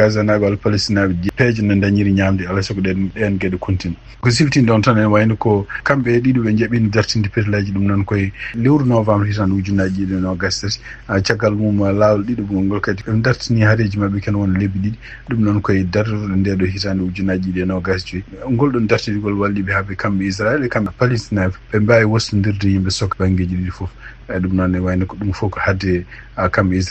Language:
Fula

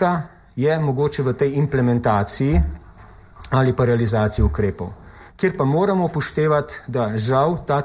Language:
Slovenian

